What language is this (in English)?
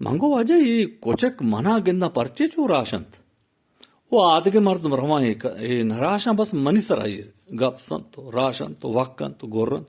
Eastern Balochi